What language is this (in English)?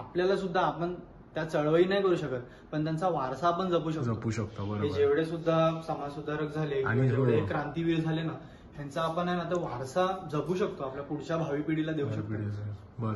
Marathi